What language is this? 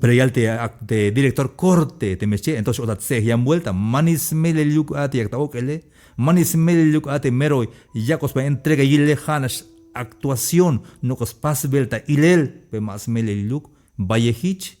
Tzeltal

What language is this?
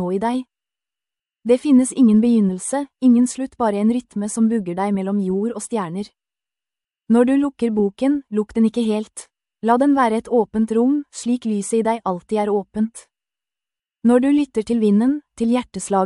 Norwegian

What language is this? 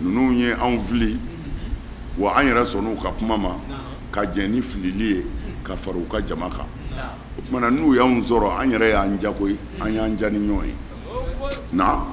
Bambara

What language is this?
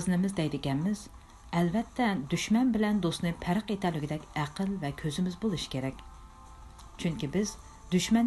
Uyghur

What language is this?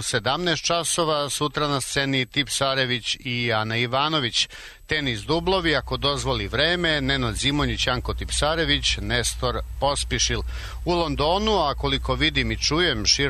Serbian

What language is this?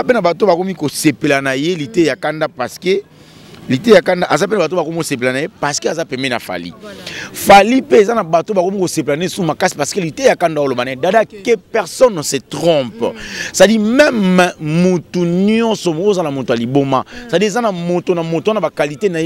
Lingala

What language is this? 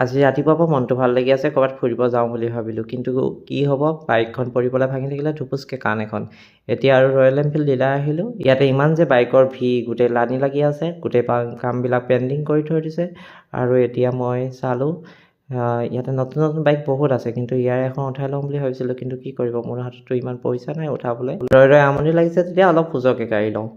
Assamese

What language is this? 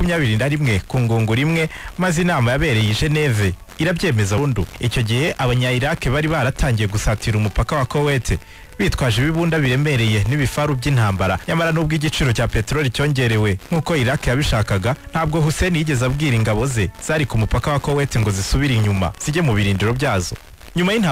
Kinyarwanda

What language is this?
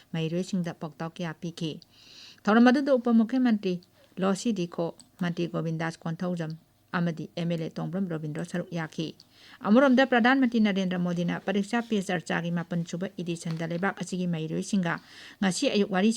Manipuri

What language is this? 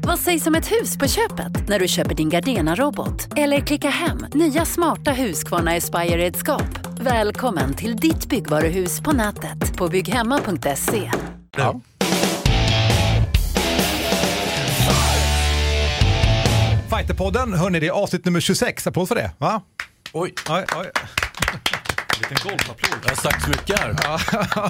Swedish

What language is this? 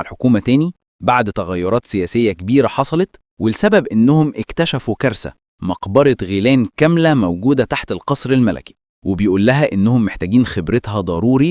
Egyptian Arabic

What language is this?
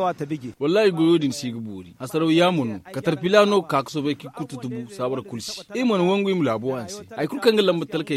Zarma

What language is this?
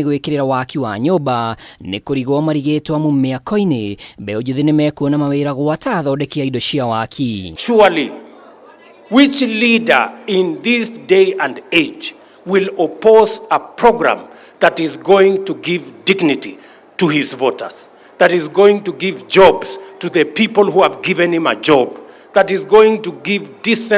Kikuyu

